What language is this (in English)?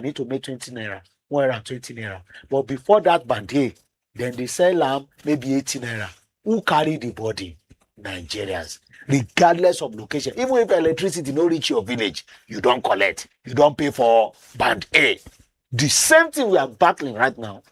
Nigerian Pidgin